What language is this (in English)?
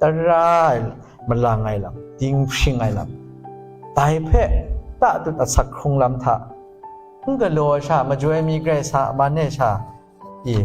Kachin